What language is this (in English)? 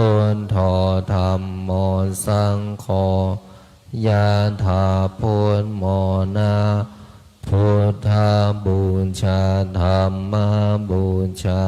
Pali